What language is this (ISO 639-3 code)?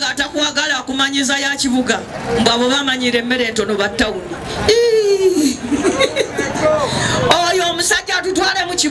lug